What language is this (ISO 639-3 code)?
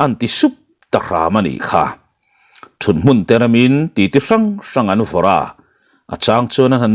lus